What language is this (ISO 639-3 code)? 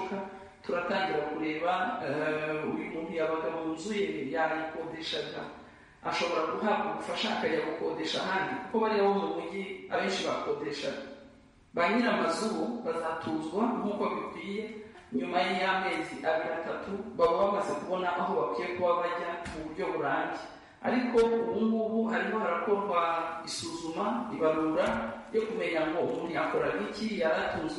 kin